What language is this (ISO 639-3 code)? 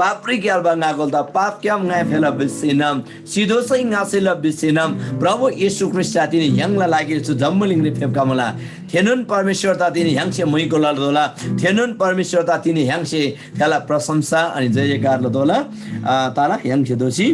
taj